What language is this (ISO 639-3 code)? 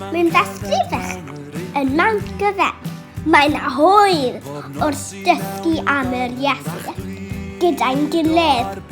cym